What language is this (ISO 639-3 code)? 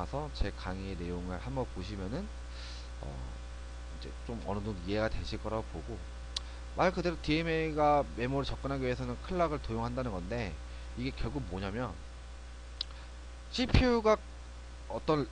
kor